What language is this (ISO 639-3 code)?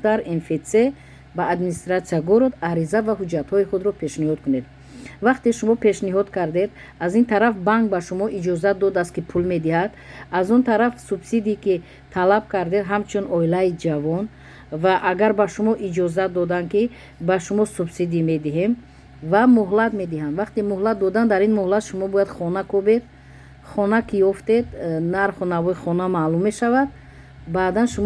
tgk